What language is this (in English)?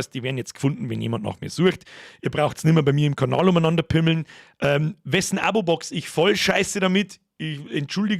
Bavarian